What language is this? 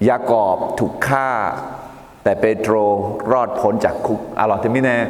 Akha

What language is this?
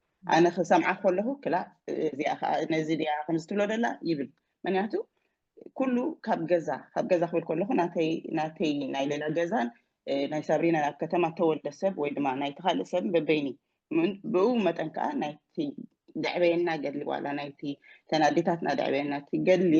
Tigrinya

